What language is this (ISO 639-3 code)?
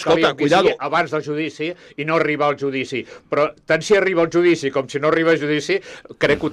cat